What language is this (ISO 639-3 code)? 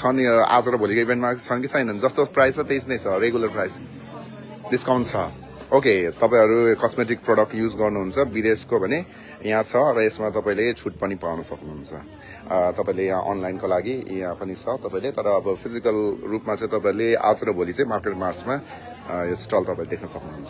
nep